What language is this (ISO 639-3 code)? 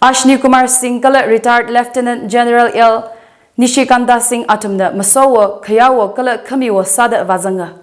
nmf